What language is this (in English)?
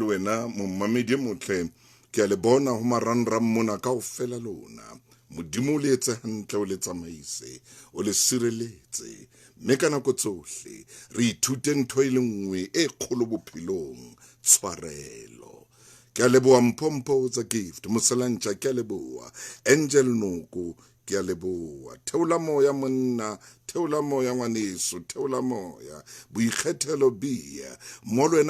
Southern Sotho